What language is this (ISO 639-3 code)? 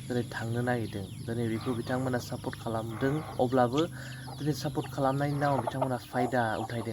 brx